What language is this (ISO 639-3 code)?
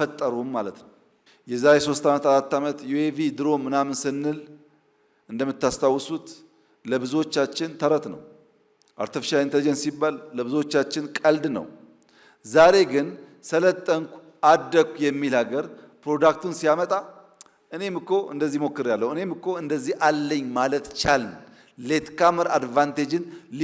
amh